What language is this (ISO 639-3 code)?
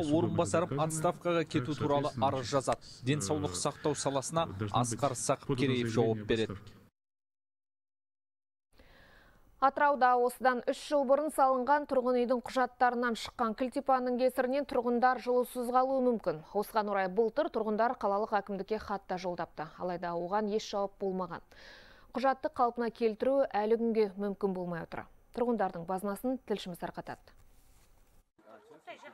kaz